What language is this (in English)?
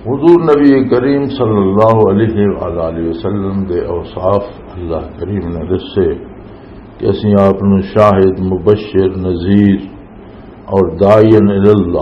Western Panjabi